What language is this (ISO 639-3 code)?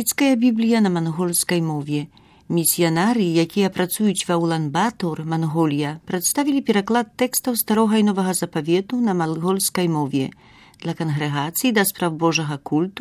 bel